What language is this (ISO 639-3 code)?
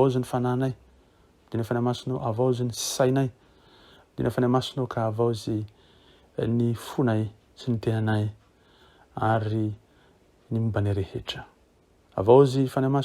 mlg